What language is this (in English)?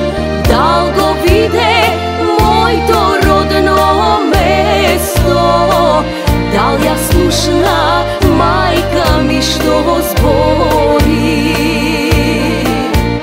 Macedonian